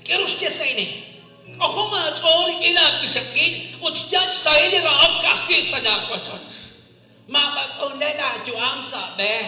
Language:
Kekchí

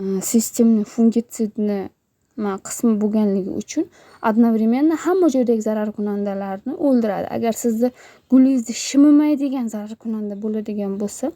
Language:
Uzbek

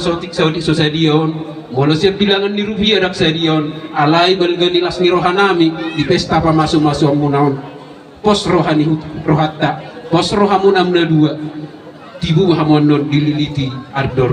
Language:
Batak Toba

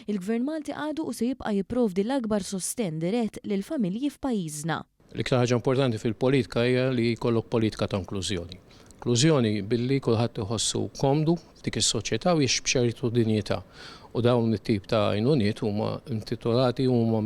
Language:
Maltese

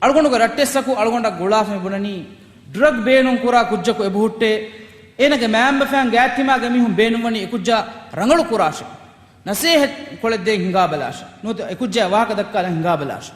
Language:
Divehi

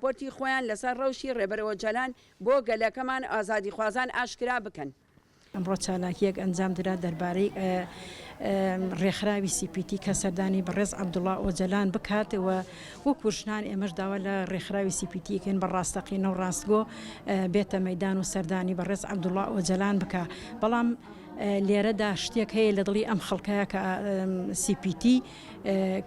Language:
Central Kurdish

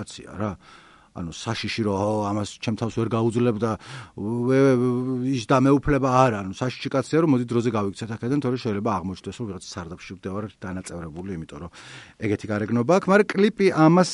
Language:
Georgian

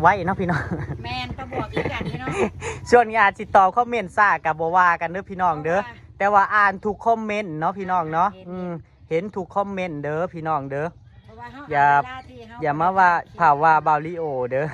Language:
Northeastern Thai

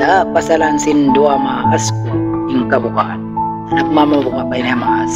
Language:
Tausug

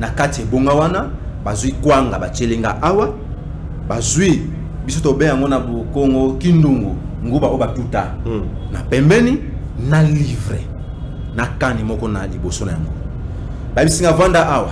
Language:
Lingala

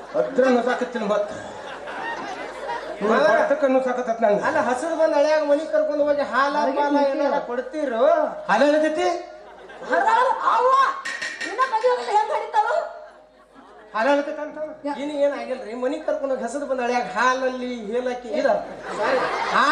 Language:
Kannada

